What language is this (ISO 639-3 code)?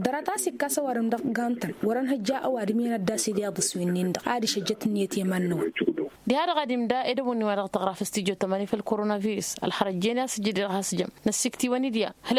taq